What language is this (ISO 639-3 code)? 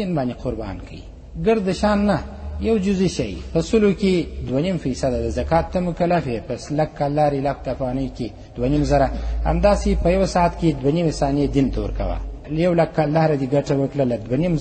pus